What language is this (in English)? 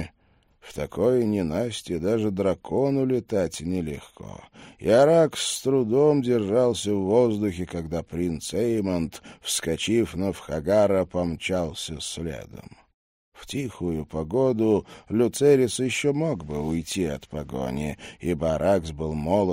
Russian